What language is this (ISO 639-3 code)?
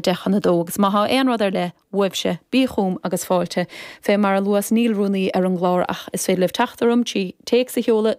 gle